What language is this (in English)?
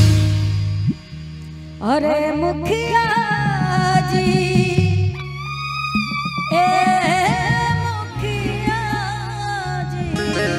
Bhojpuri